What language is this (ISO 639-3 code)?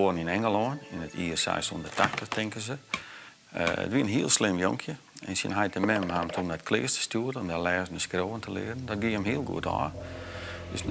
fry